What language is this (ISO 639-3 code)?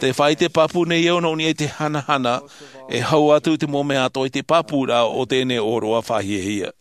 tah